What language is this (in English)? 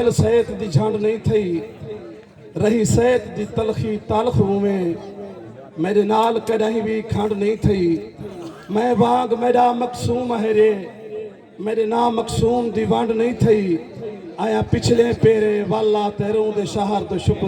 Saraiki